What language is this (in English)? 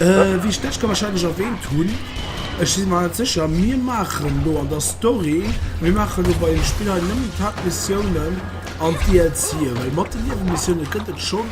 Luxembourgish